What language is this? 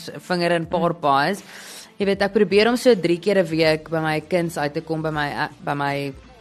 Afrikaans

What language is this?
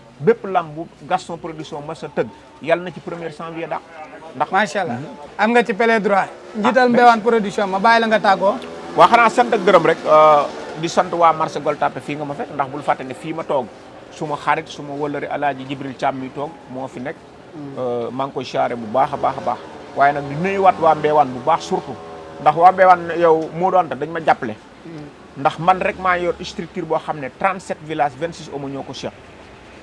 Wolof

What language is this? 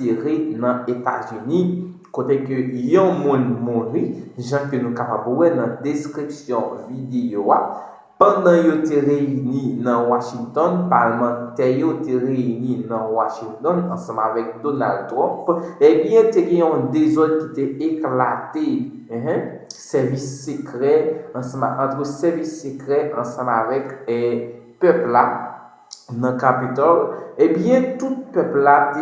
Haitian Creole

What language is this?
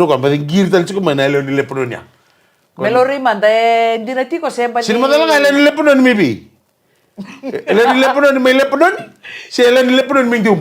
Fijian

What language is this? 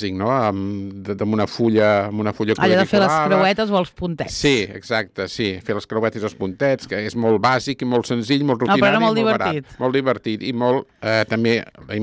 Catalan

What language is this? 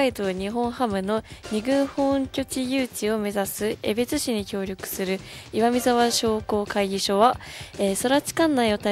Japanese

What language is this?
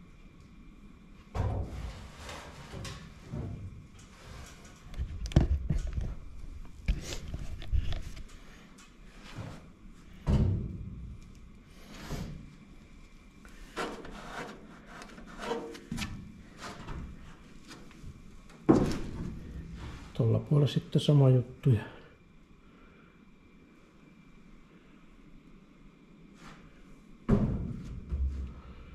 Finnish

